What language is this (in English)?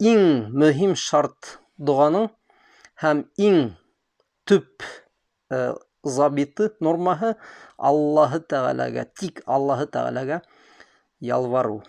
Bashkir